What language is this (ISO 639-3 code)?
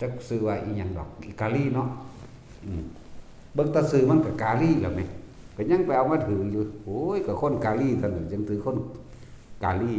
tts